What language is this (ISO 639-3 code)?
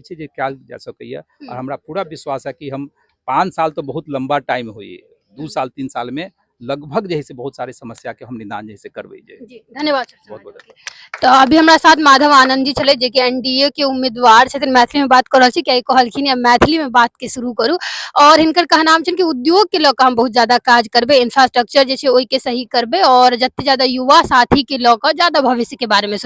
mai